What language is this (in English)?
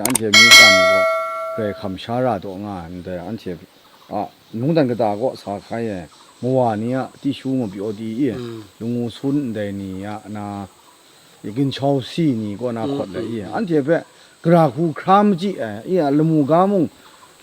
Kachin